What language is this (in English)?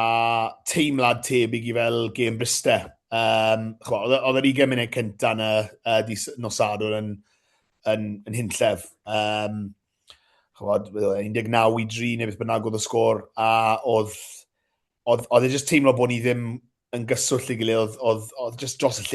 Welsh